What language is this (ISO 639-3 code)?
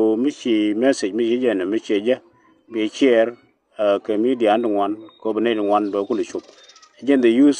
nus